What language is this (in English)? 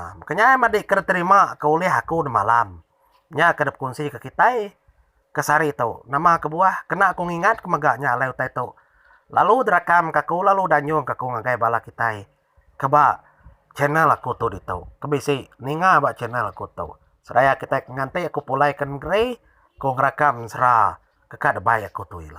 Iban